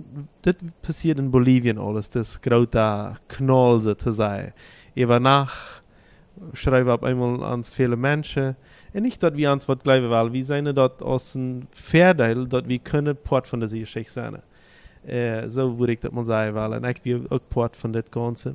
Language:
Plautdietsch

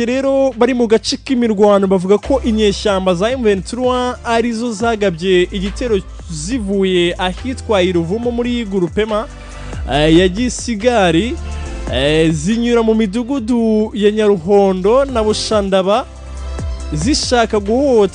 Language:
Kinyarwanda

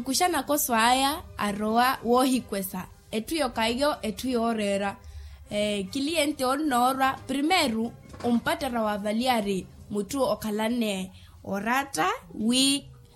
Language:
Makhuwa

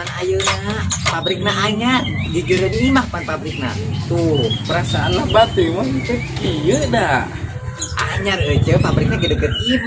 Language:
Sundanese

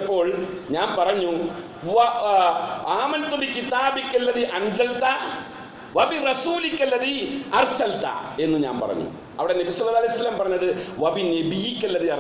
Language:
Malayalam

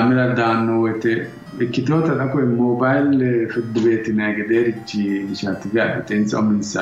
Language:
Sidamo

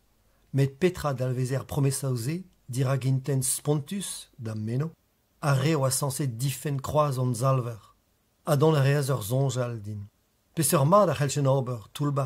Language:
Breton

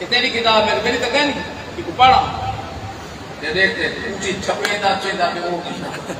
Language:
Saraiki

